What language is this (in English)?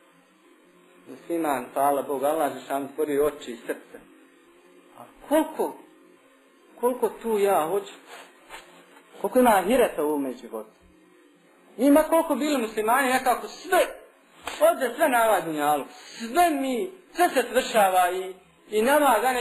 Bosnian